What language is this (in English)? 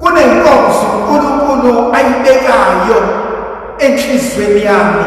Zulu